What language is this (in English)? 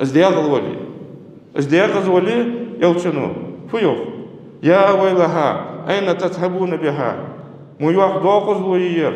Ingush